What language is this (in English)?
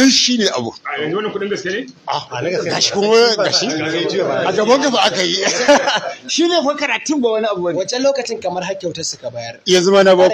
Hausa